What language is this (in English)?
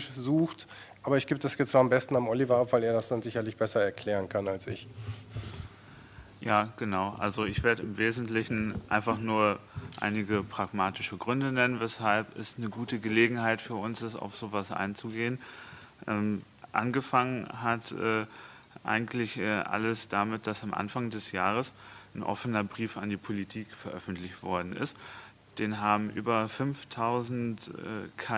German